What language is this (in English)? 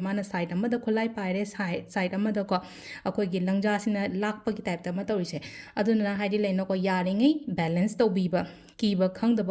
Manipuri